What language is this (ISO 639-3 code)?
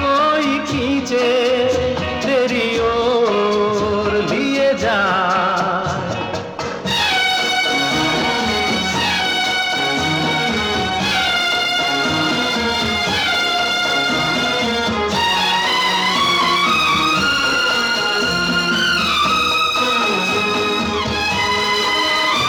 hin